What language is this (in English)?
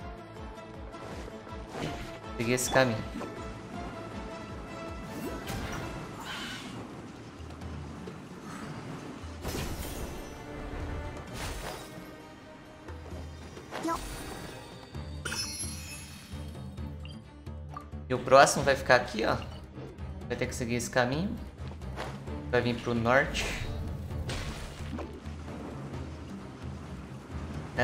Portuguese